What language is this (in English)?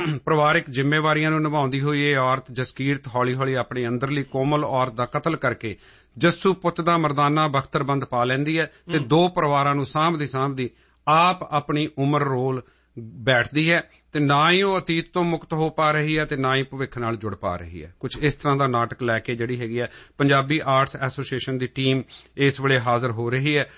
Punjabi